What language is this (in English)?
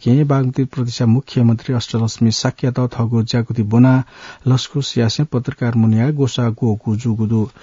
Newari